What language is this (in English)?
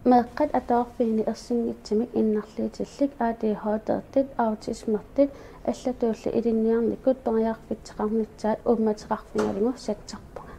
Kalaallisut